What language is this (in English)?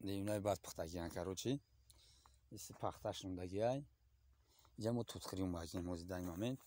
Tajik